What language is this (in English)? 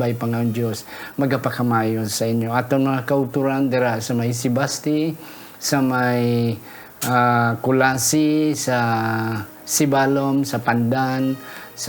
Hiligaynon